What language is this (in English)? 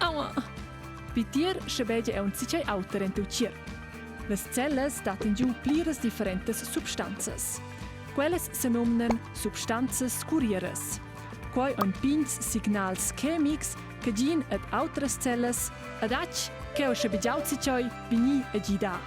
Romansh